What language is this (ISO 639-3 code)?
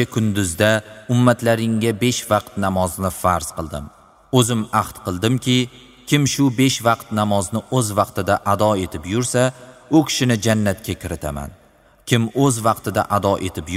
uzb